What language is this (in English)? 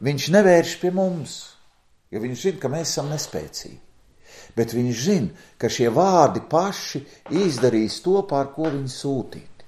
Latvian